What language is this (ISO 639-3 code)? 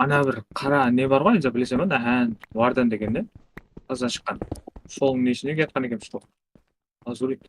kaa